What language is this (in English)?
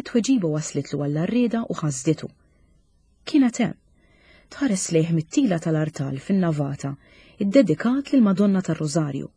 Maltese